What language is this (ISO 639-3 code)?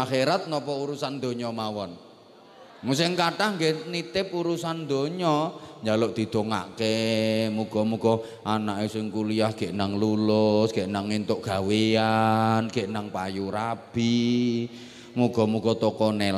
jav